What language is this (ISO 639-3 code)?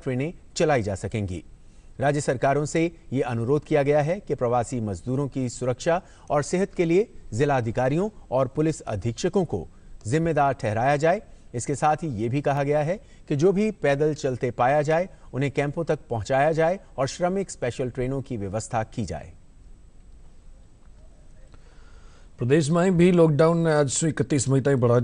hin